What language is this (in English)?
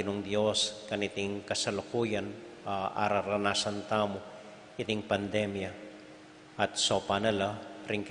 Pampanga